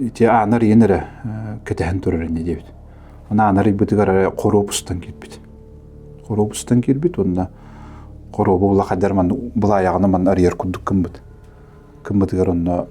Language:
Yakut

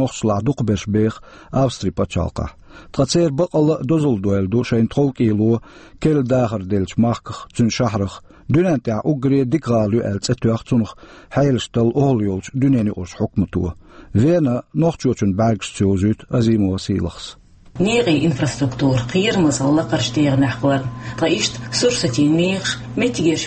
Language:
Chechen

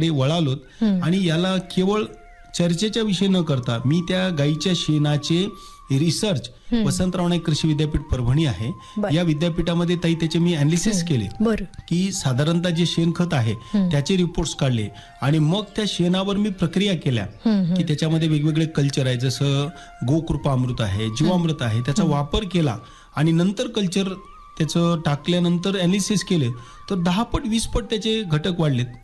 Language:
Marathi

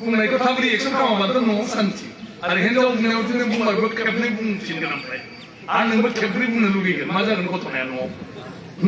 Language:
Bodo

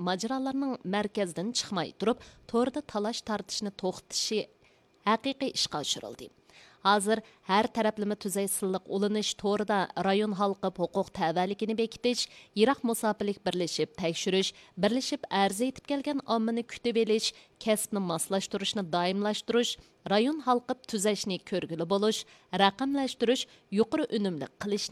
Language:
Uyghur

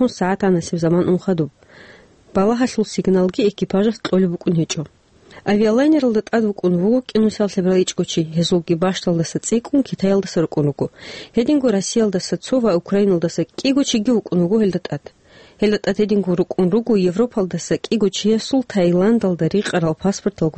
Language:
Avaric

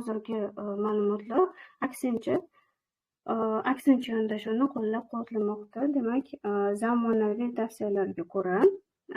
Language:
Uzbek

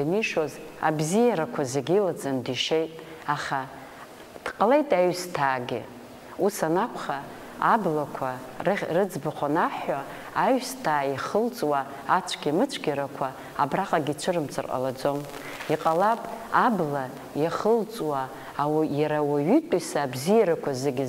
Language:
Abkhazian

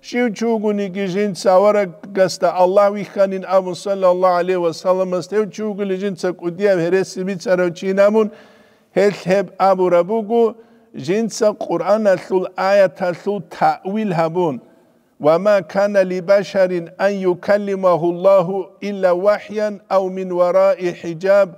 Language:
Avaric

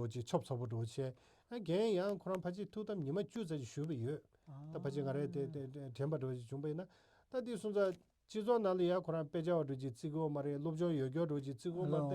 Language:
Tibetan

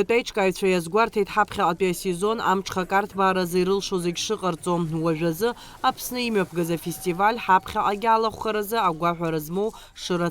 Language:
Abkhazian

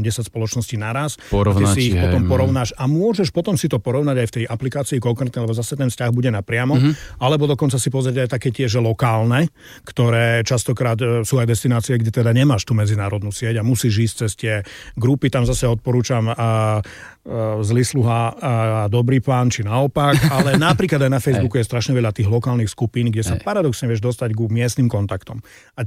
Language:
Slovak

